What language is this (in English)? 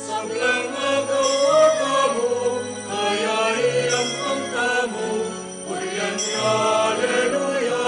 Pampanga